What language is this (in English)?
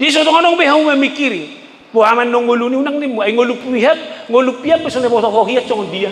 Batak Toba